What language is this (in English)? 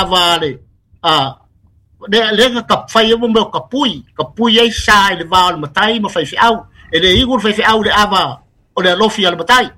Samoan